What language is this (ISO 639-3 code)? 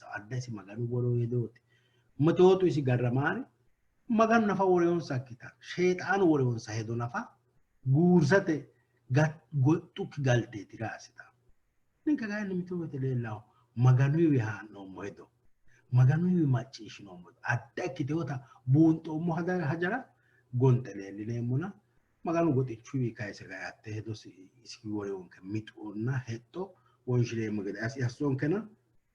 sid